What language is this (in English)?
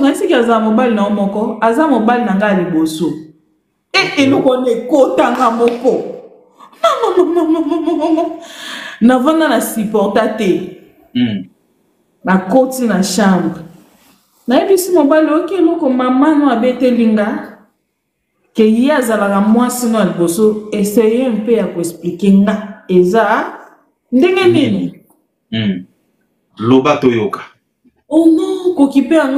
Lingala